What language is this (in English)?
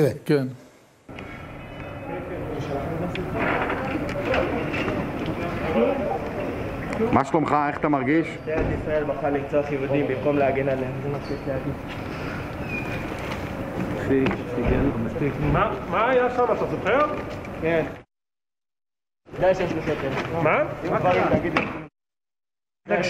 Hebrew